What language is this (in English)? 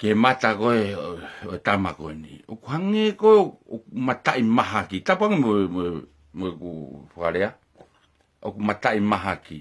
Tongan